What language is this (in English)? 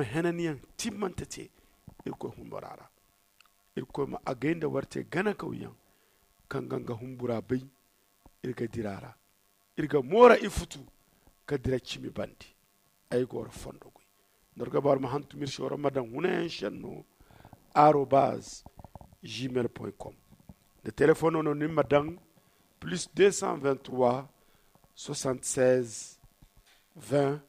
Zarma